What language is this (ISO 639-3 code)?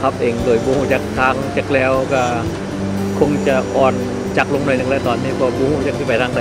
lao